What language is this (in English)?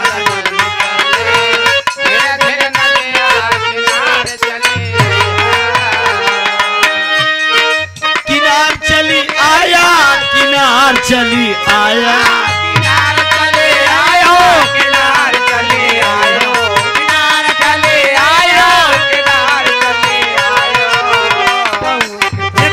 Bhojpuri